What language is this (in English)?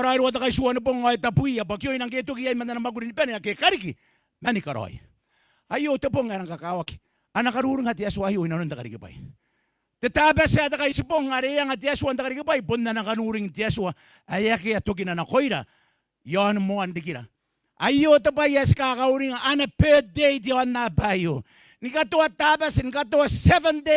Gilbertese